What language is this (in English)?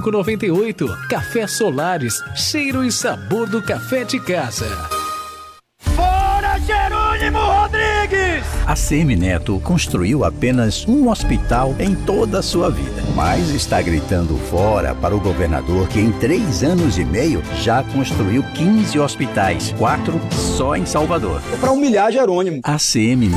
Portuguese